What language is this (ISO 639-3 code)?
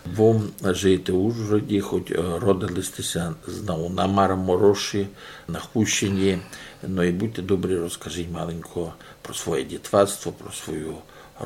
rue